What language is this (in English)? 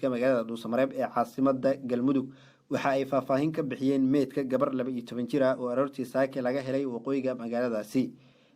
Somali